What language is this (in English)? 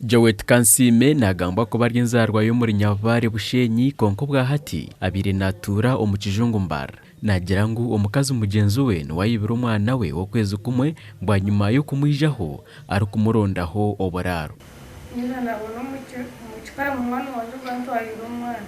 Nyankole